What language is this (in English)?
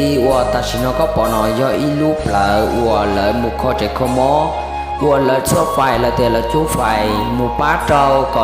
Hmong